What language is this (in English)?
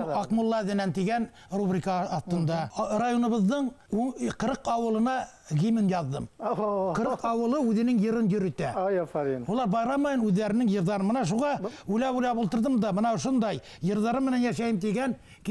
Bashkir